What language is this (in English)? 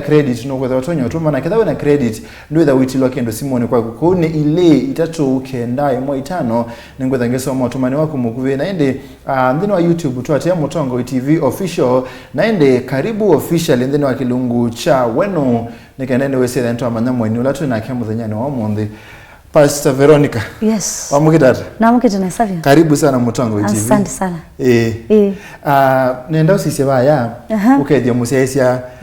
Kamba